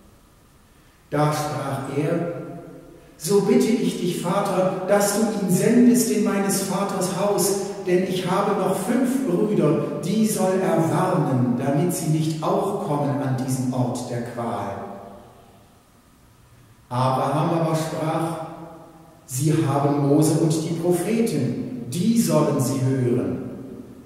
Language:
German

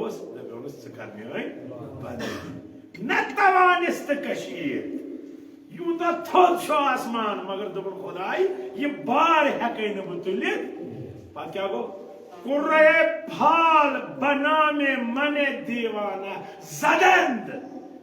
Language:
Kashmiri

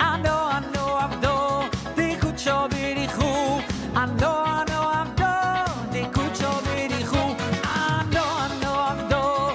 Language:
Yiddish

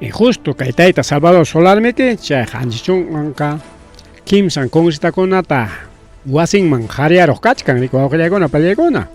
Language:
Ayacucho Quechua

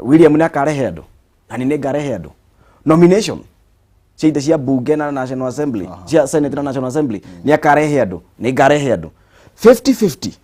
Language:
Kikuyu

